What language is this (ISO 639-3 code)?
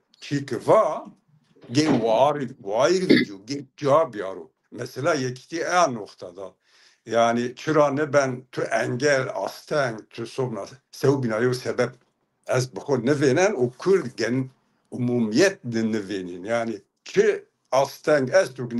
zza